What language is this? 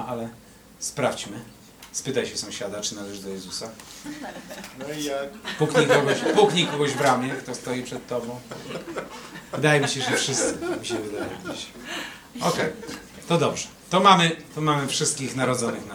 Polish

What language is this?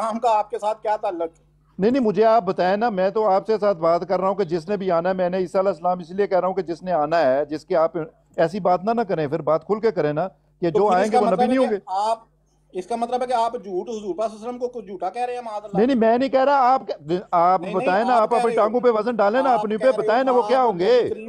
Urdu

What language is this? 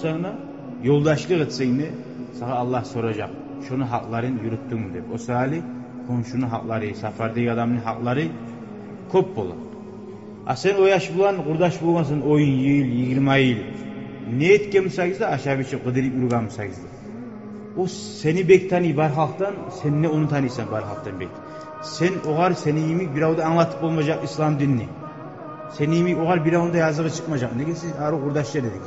Kumyk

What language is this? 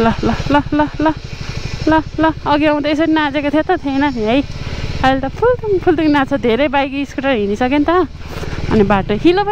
Nepali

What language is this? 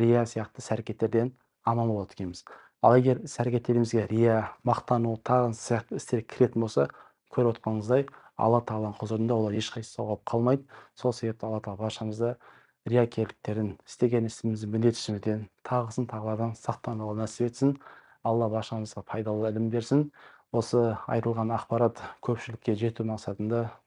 Kazakh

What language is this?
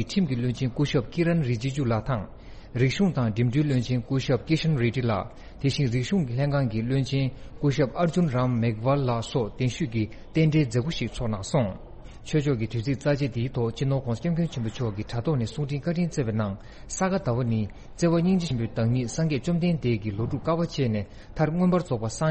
Tibetan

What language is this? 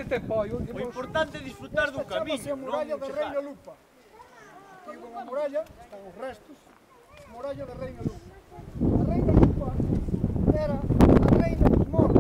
Galician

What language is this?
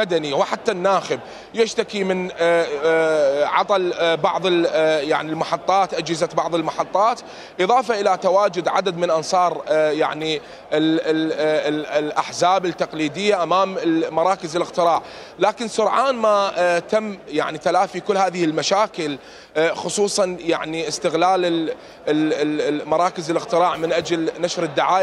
Mesopotamian Arabic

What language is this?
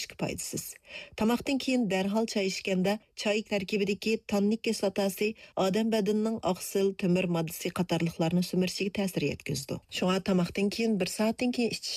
Uyghur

